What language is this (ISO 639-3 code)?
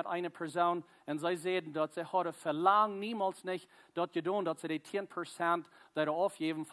pdt